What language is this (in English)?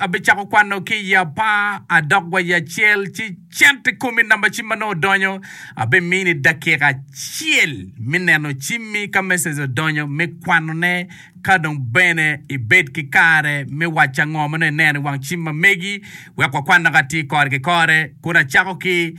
Acoli